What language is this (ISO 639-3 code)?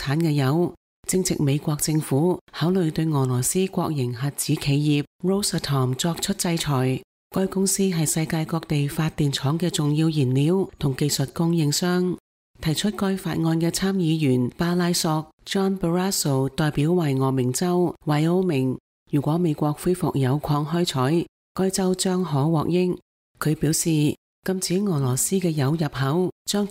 yue